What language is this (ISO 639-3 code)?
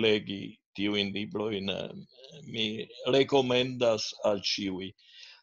epo